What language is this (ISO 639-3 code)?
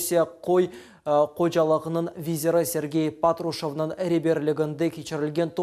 crh